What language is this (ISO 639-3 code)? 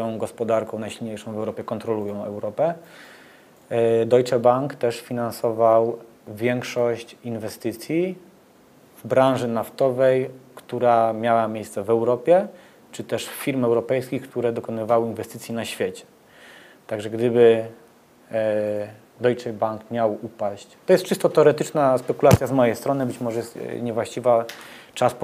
pol